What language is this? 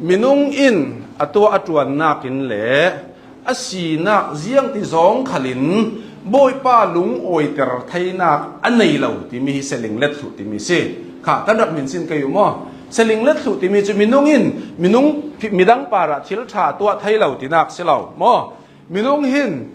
Hakha Chin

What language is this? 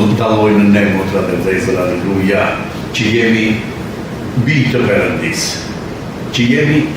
Albanian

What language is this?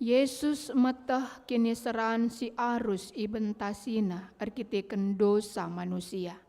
Batak Karo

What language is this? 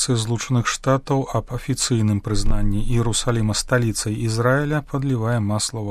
Belarusian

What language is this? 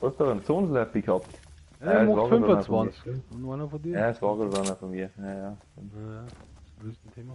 Bavarian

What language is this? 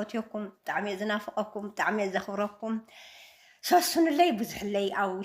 Tigrinya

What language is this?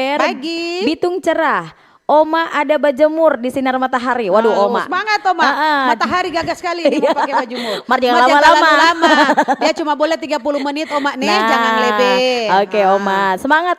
Manado Malay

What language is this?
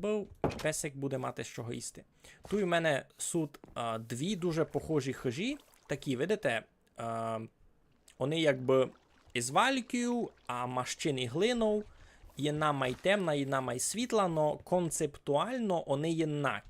Rusyn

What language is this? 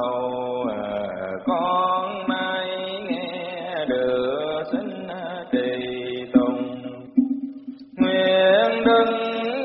Vietnamese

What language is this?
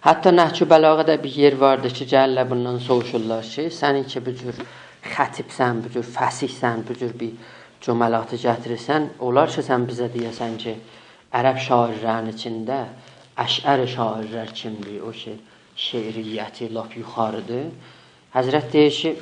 South Azerbaijani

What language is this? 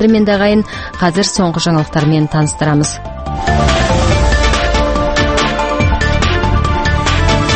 Kazakh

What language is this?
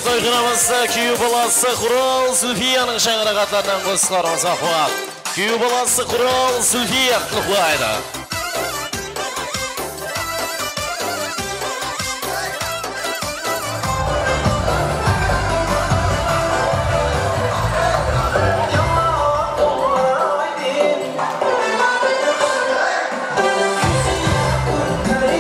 Kara-Kalpak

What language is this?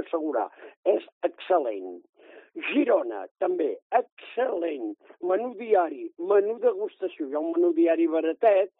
Catalan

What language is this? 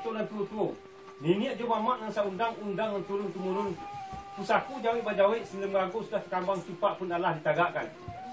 Minangkabau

